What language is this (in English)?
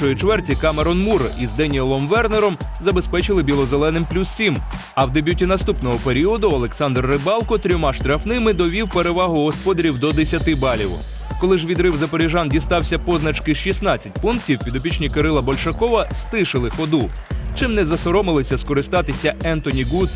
Ukrainian